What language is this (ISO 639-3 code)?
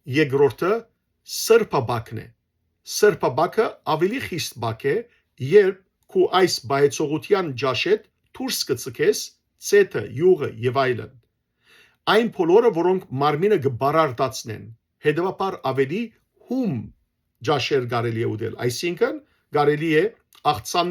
hyw